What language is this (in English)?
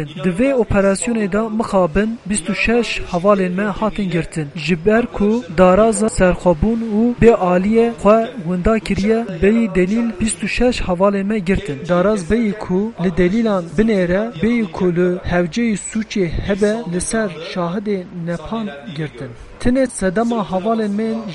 Kurdish